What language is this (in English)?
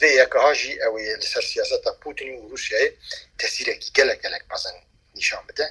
Kurdish